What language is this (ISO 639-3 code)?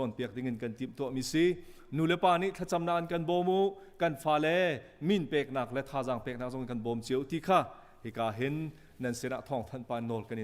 cnh